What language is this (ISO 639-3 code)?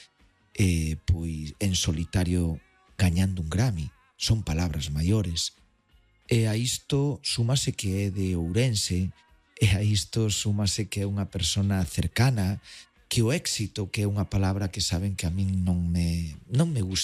glg